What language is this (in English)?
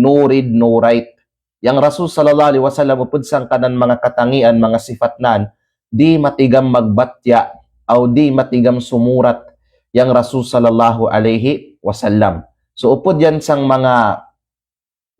Kalagan